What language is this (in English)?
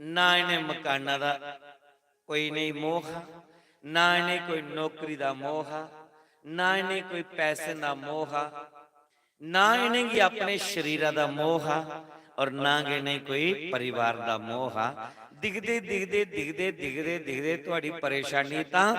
Dogri